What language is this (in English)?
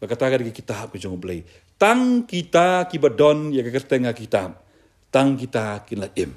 Khasi